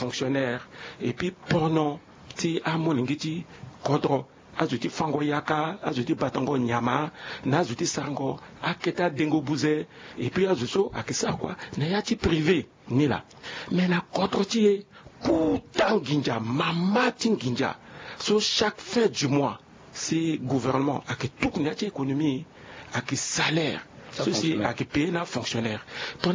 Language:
Sango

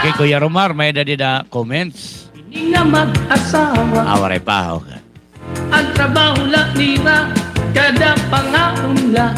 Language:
Waray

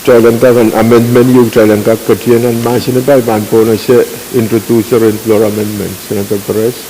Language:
Pohnpeian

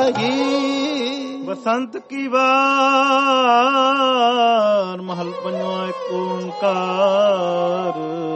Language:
Punjabi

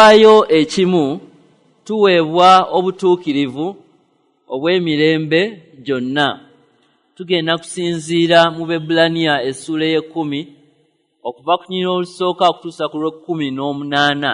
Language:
Ganda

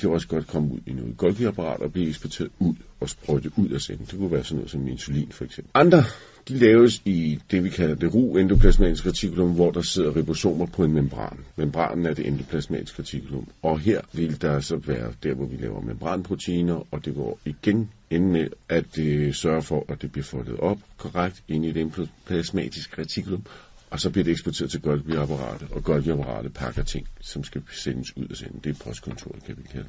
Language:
Danish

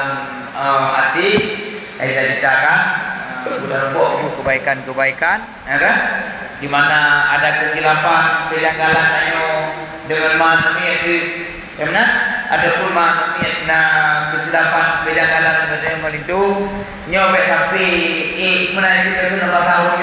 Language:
Achinese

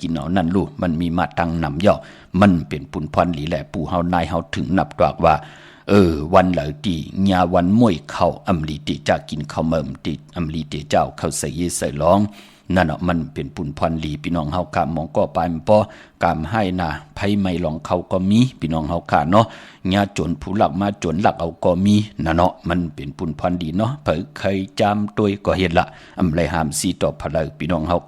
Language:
Shan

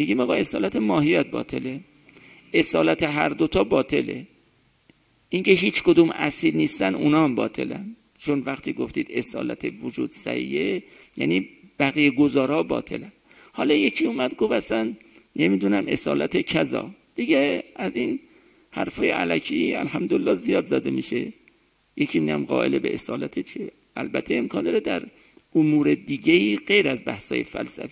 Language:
Persian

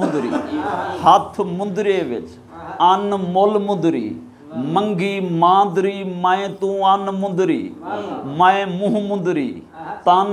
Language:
Saraiki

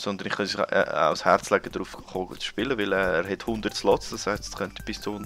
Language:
Swiss German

